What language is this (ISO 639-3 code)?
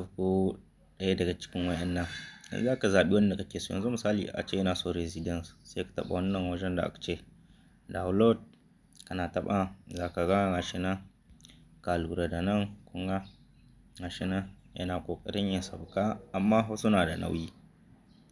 hau